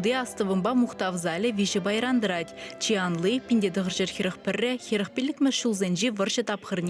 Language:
Chuvash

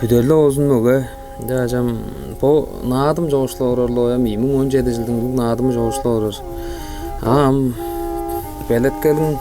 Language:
Tuvinian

